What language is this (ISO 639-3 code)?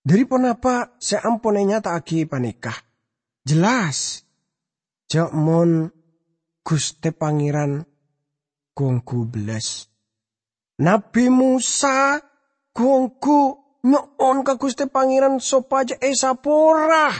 mad